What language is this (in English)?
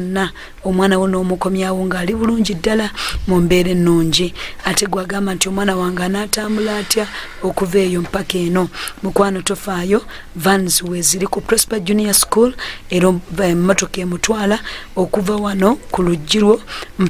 Ganda